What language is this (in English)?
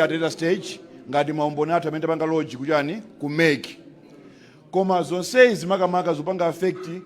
Nyanja